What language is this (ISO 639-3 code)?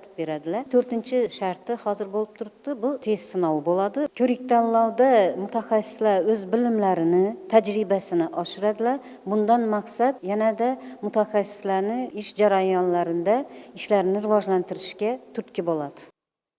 uzb